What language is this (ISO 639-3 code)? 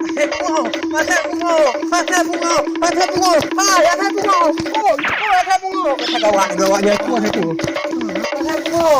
ace